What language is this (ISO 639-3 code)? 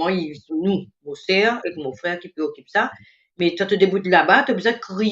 mfe